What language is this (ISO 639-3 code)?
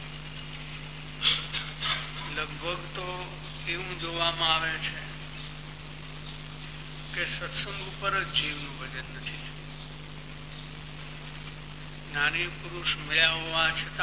guj